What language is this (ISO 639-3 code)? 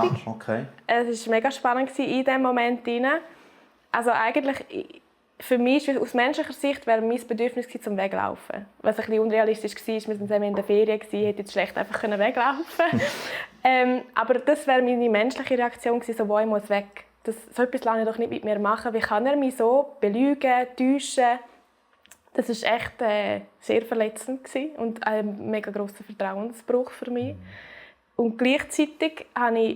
gsw